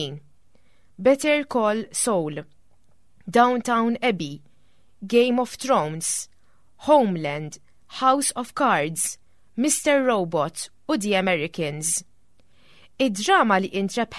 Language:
Maltese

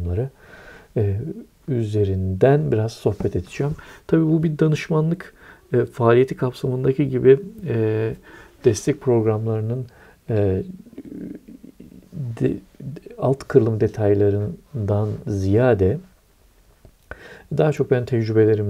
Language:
Turkish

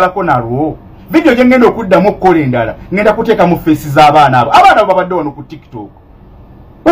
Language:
Ganda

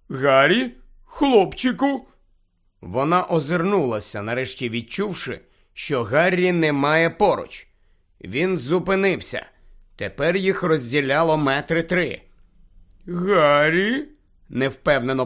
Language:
Ukrainian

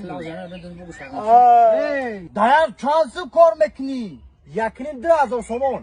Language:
Tajik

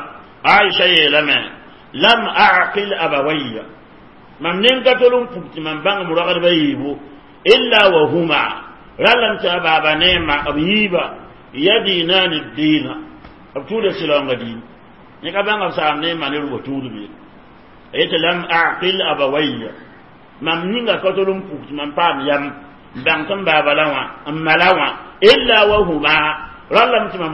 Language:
Mossi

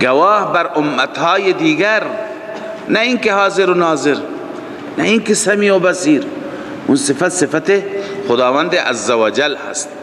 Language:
Persian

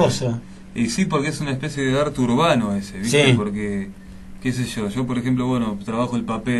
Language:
Spanish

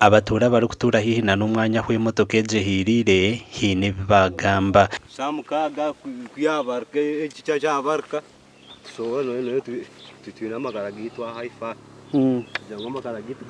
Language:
Nyankole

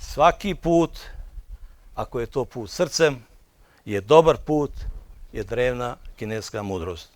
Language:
Bosnian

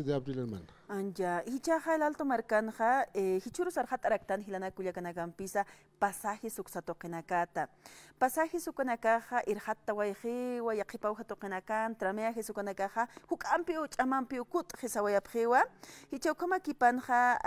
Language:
Aymara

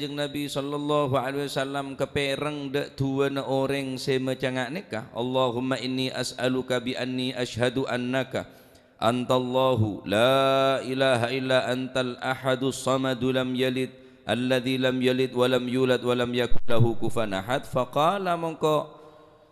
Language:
Madurese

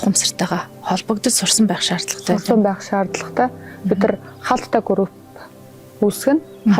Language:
Mongolian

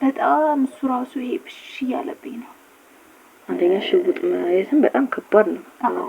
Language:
Amharic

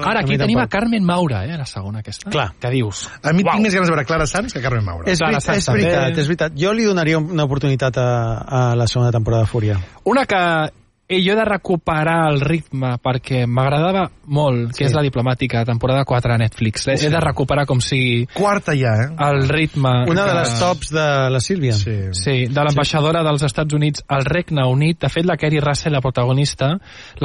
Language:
Catalan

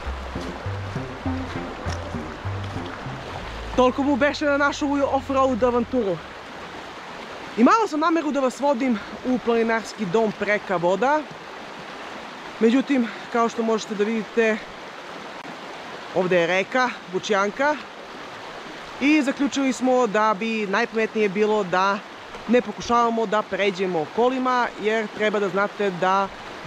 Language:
Serbian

